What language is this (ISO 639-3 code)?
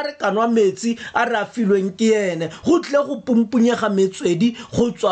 tsn